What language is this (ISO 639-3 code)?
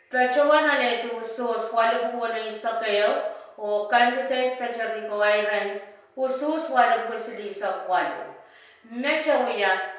pon